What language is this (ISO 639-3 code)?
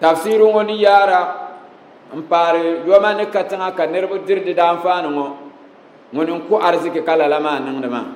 dag